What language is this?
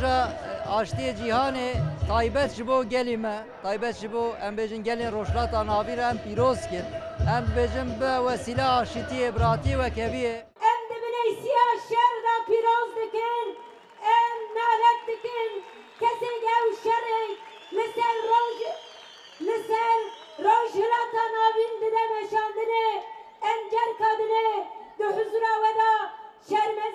Kurdish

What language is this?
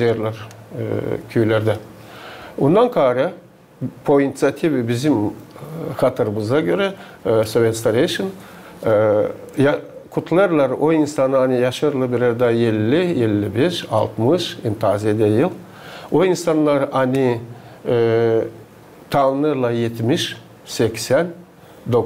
Gagauz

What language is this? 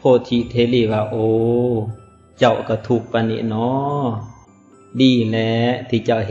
Lao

